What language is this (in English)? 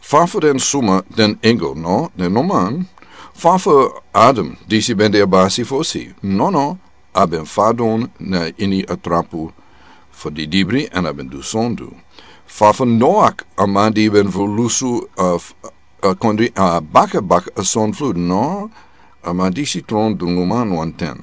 Sranan Tongo